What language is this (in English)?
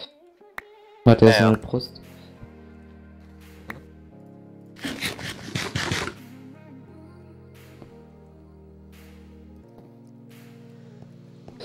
German